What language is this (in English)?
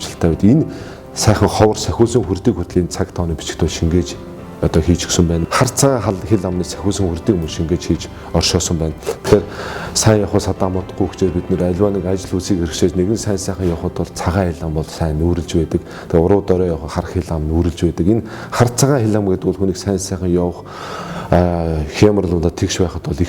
Mongolian